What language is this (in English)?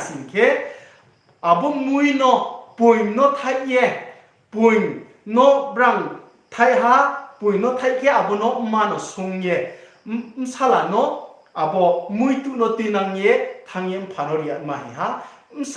Riang (India)